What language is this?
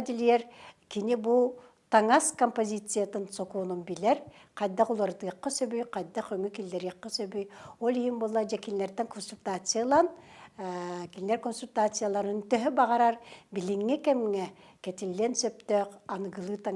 Yakut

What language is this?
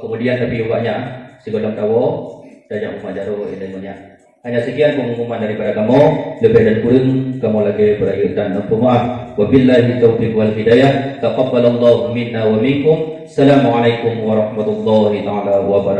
Achinese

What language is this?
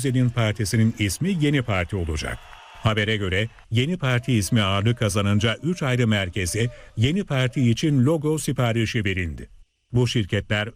Turkish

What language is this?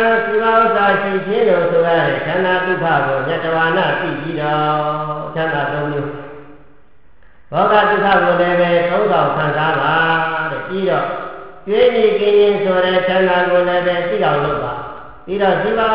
Burmese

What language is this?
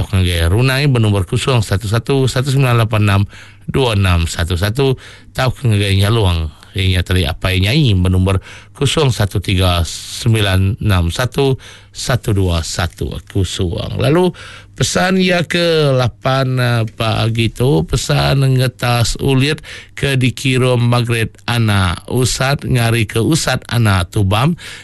Iban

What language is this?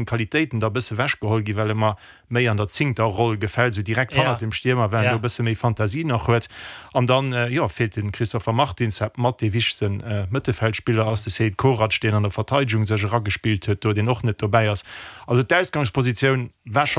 Luxembourgish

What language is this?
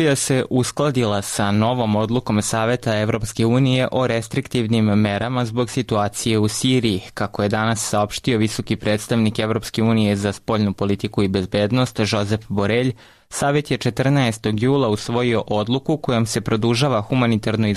Serbian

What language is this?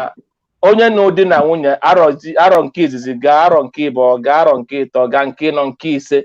Igbo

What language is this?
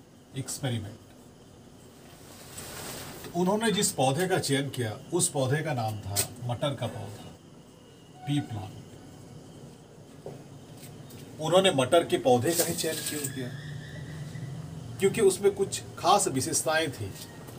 Hindi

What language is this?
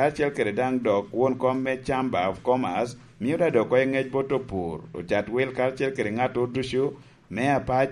Lango (Uganda)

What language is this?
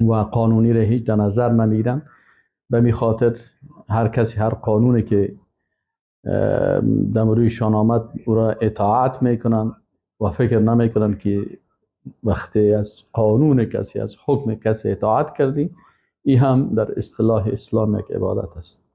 Persian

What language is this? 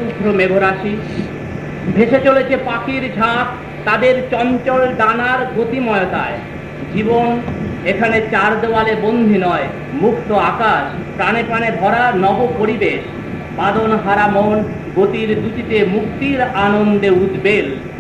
Bangla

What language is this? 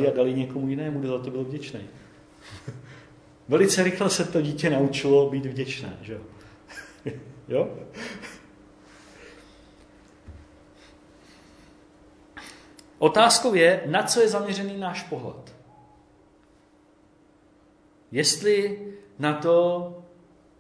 Czech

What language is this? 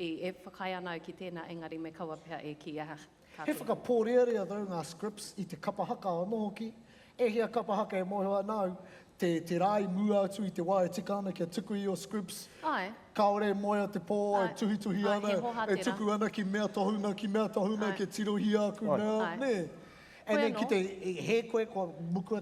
Māori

